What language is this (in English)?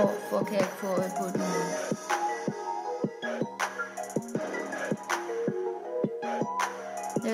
Danish